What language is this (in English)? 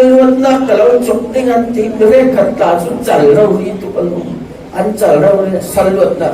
Falam Chin